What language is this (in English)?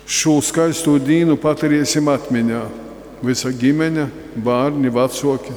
Latgalian